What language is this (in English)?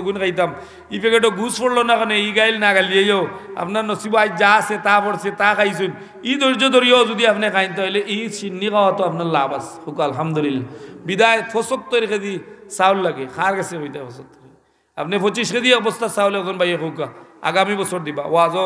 Sylheti